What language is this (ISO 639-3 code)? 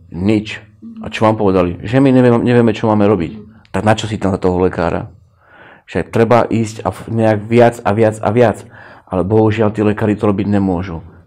slk